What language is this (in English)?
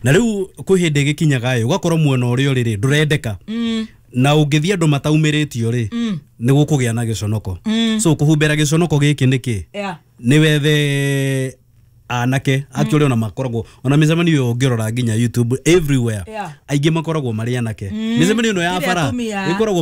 Kikuyu